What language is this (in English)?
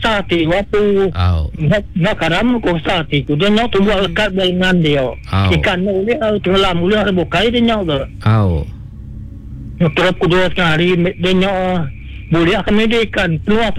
Iban